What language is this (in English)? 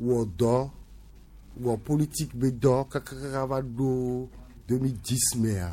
Gen